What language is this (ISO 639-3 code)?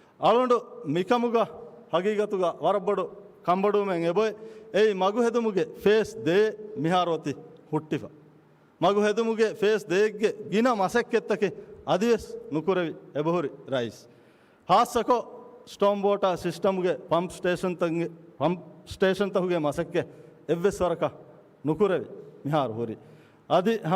div